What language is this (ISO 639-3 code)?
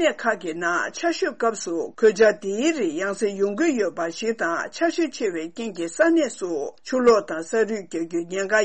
bod